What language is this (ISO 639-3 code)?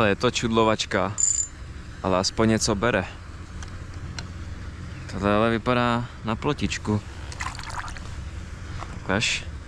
ces